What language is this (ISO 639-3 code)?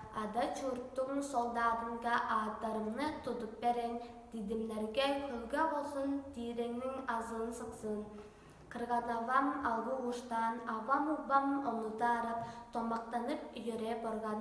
tyv